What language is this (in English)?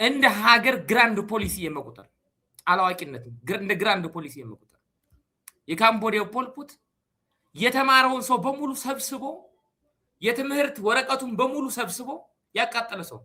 Amharic